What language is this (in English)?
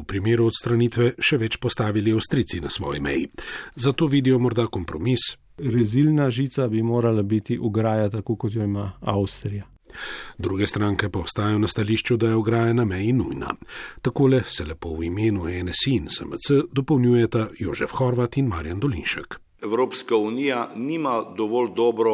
Slovenian